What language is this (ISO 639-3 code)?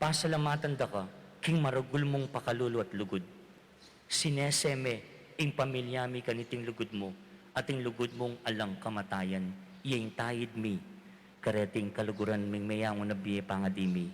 pam